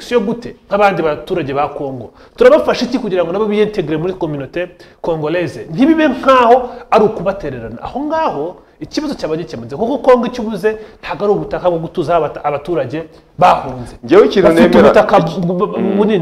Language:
Kinyarwanda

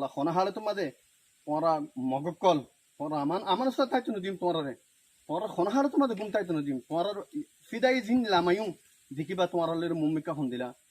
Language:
Rohingya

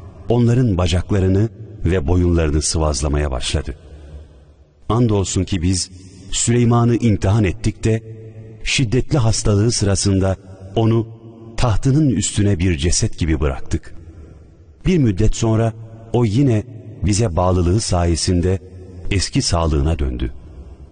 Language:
Turkish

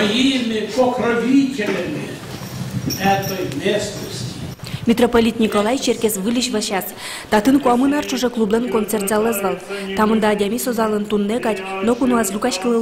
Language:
Udmurt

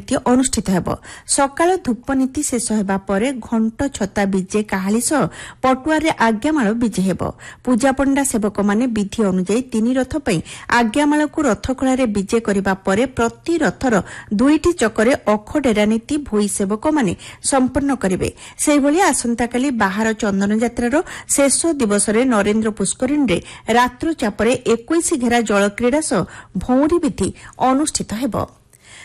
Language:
Odia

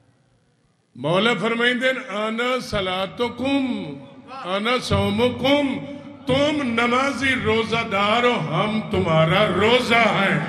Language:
Urdu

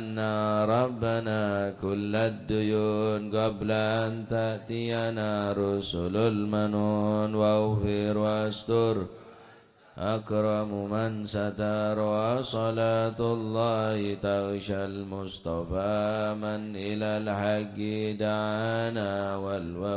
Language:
Madurese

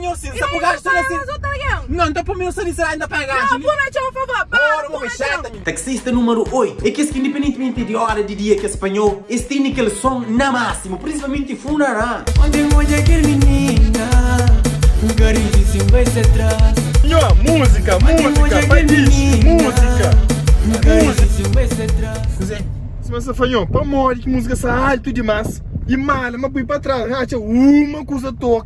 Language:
Kabuverdianu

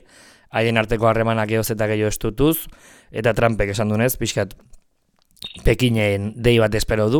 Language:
Basque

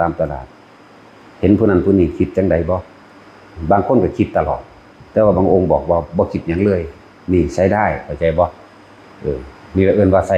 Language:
Northeastern Thai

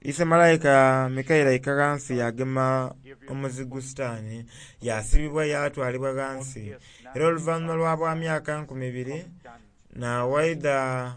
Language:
Soga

